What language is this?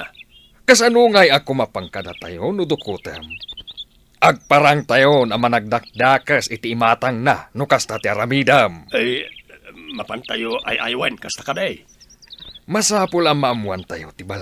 Iloko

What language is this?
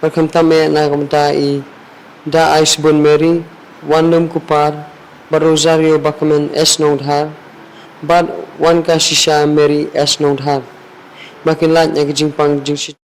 Khasi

